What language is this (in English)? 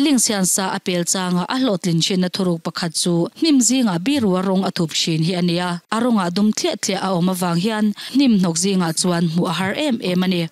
Mizo